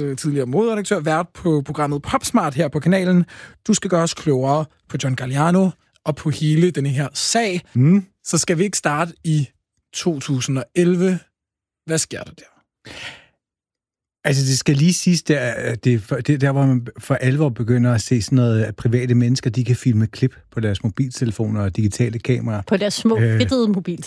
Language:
Danish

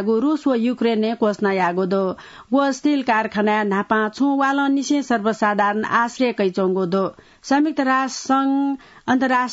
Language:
Newari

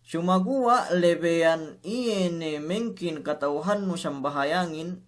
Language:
Yakan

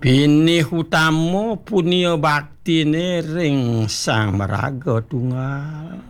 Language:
Balinese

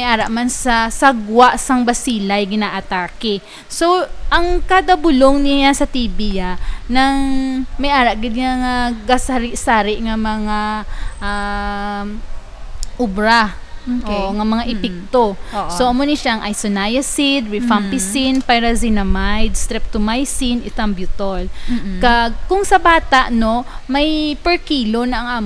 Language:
Hiligaynon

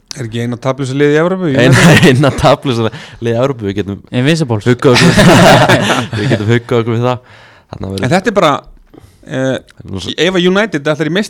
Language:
Icelandic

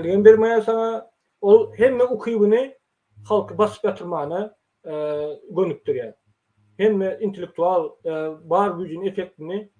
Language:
Turkmen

